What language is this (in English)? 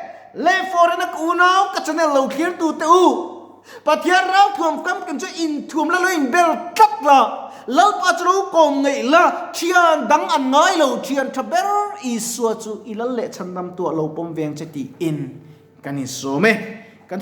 Mizo